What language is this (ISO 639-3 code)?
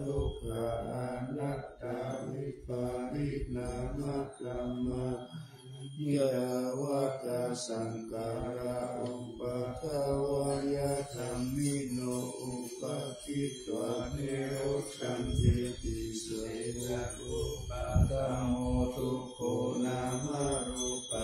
pli